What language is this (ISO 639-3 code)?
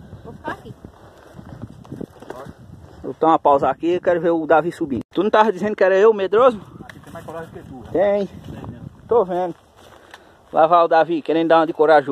por